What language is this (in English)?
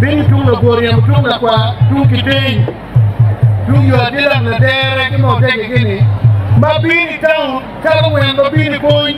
Acoli